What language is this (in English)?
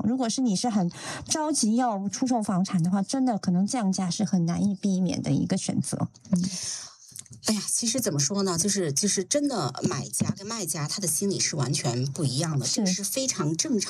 Chinese